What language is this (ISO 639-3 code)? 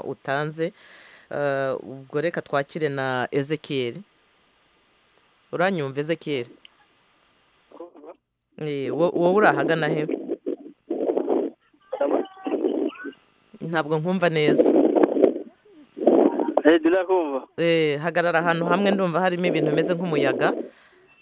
kin